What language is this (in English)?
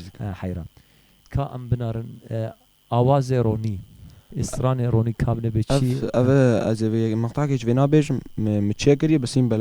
Kurdish